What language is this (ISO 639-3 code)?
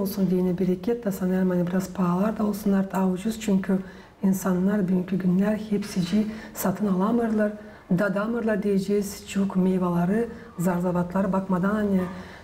gag